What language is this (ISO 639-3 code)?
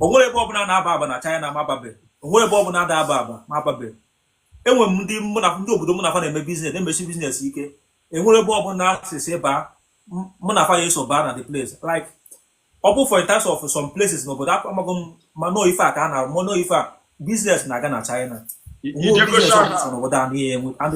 ibo